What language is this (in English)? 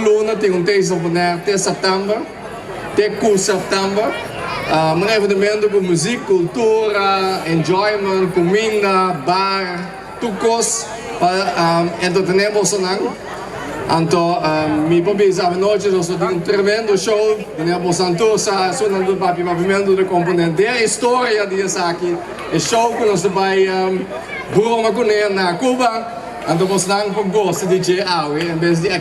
Papiamento